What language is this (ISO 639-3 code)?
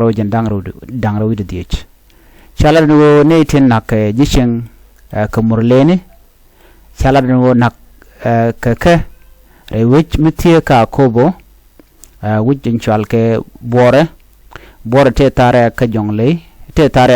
nus